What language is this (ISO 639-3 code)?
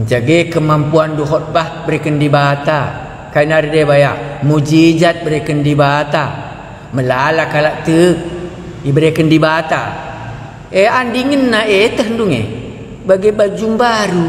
btx